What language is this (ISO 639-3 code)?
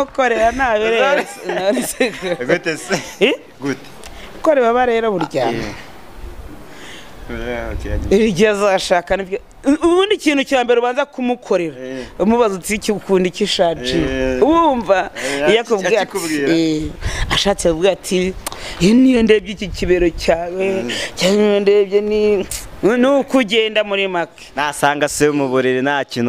kin